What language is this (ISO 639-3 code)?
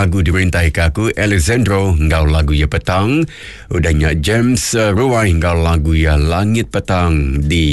iba